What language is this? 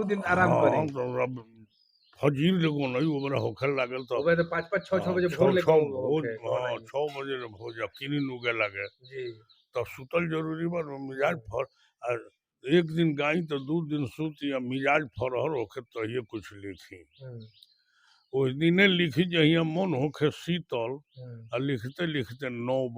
Bhojpuri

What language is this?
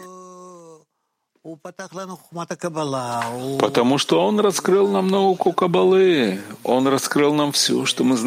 Russian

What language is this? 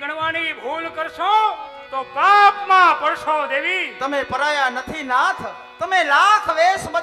Gujarati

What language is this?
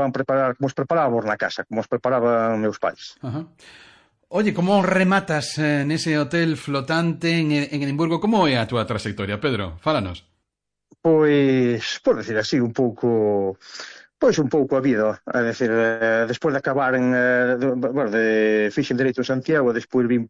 Galician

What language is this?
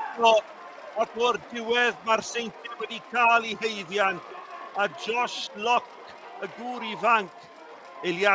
Welsh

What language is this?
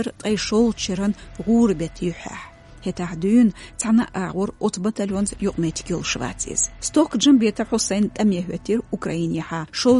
Chechen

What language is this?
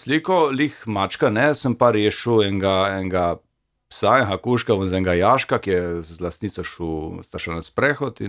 Slovenian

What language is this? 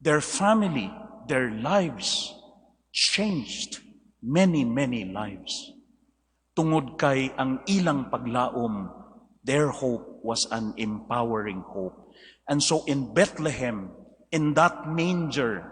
Cebuano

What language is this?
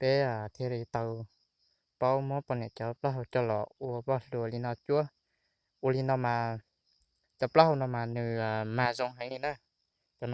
Hmong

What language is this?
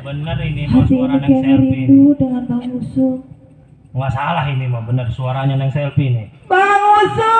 Betawi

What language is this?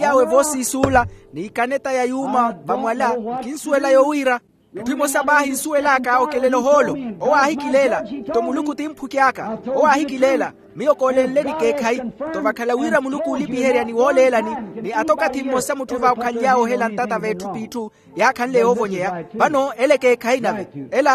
Makhuwa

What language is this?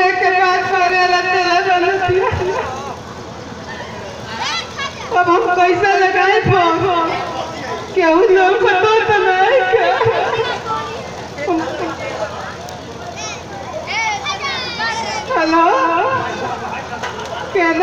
Bhojpuri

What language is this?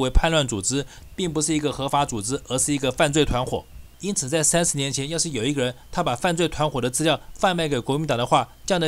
Chinese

